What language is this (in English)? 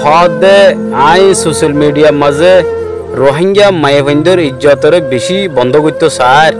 Rohingya